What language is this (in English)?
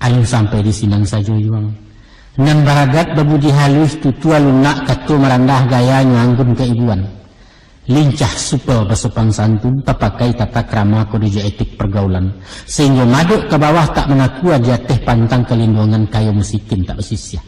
Minangkabau